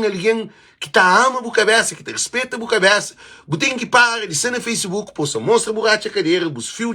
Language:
Kabuverdianu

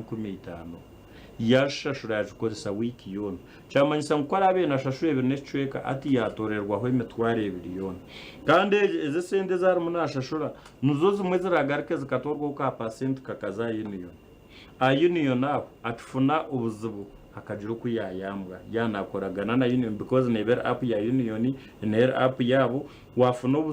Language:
Nyankole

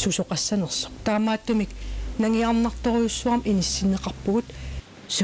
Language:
Kalaallisut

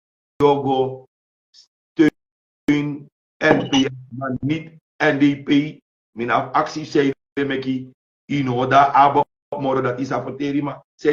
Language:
Sranan Tongo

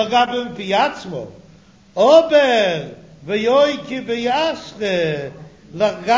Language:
Yiddish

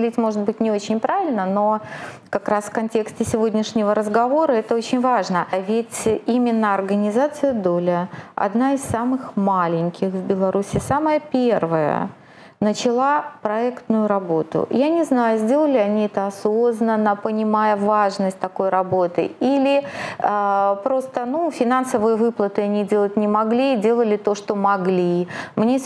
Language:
Russian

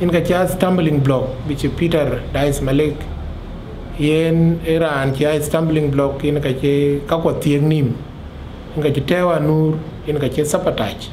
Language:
Dinka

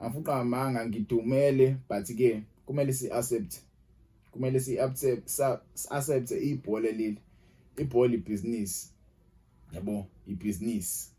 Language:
Zulu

